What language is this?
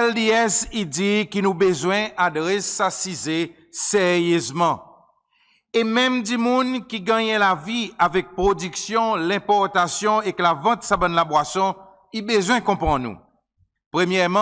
Seselwa Creole French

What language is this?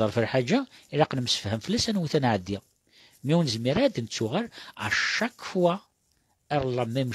Kabyle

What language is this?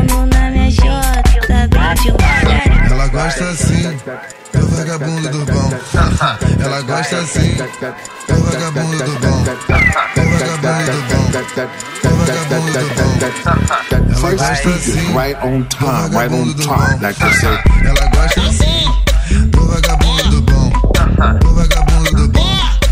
Portuguese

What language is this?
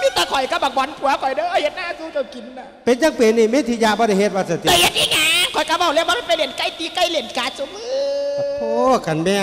Lao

